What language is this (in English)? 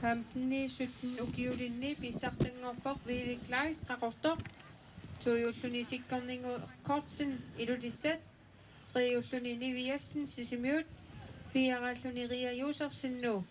Kalaallisut